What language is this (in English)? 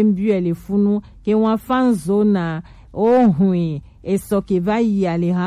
Gen